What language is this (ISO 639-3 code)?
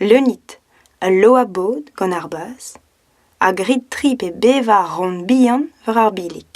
bre